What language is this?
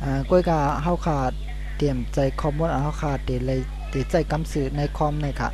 Shan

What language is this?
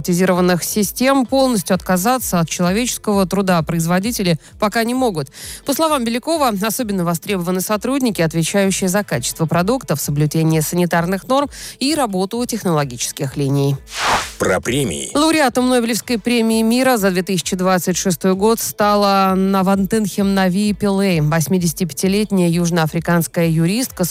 Russian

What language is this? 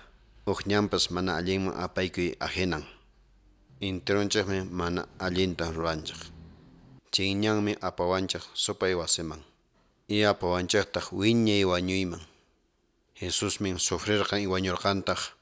Quechua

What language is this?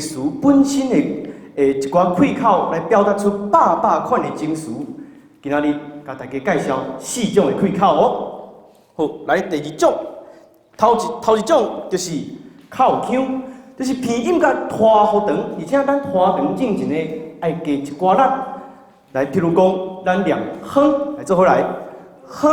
Min Nan Chinese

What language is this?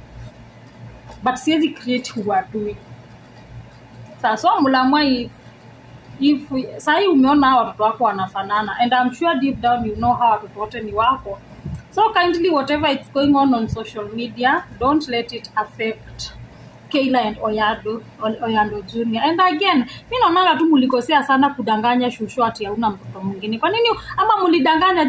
Swahili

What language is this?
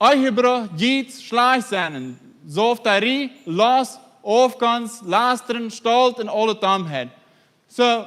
Plautdietsch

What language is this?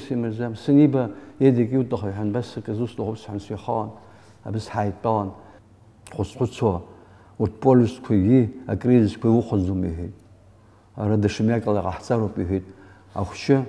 Abkhazian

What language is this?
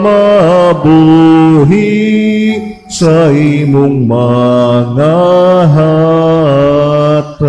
Cebuano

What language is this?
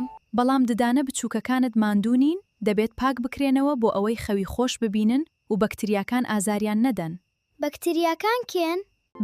Central Kurdish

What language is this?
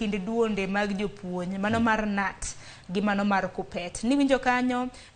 Luo (Kenya and Tanzania)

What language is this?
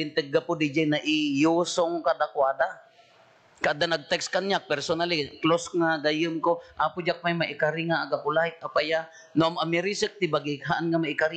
Iloko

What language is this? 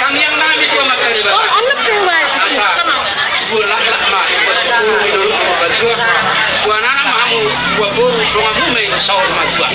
Batak Toba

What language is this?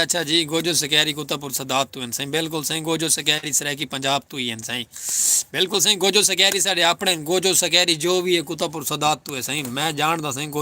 Saraiki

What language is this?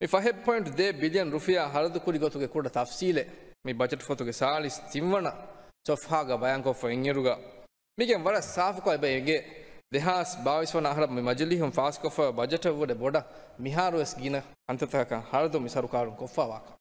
Divehi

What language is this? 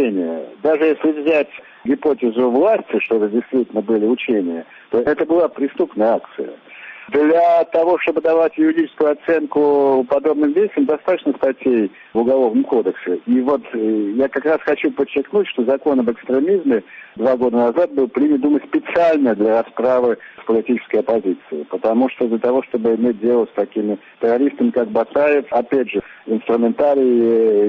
Russian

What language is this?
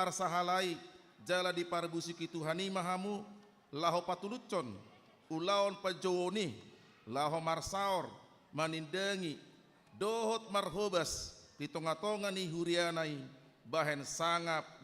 Batak Toba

